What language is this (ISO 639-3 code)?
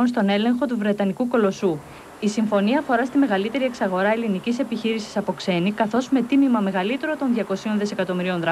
ell